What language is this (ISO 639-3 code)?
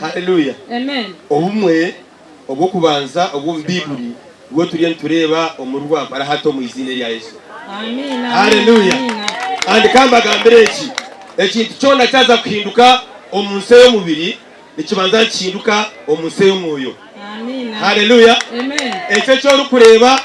nyn